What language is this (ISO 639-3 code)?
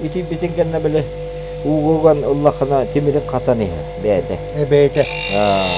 sah